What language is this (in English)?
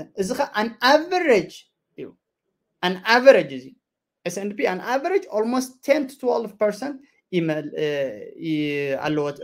Tigrinya